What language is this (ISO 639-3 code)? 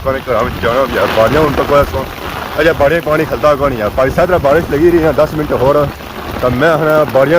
phr